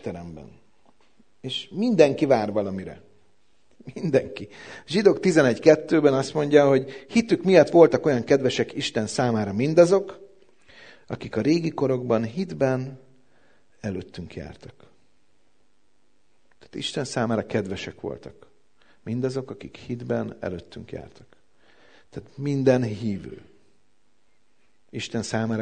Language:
Hungarian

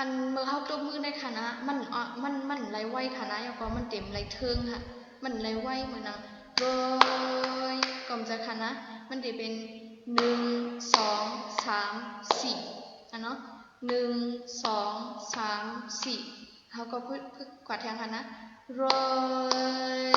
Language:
Shan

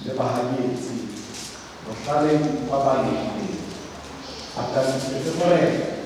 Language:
Southern Sotho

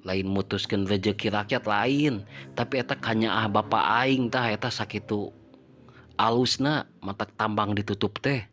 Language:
Sundanese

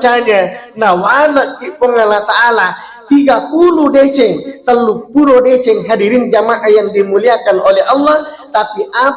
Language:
Buginese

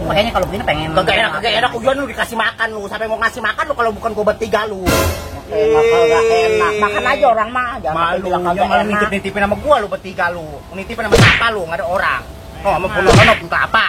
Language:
Betawi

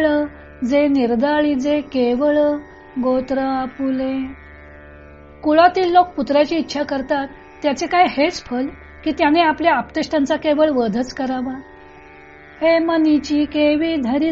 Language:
Marathi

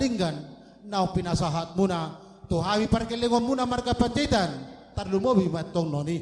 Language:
Batak Toba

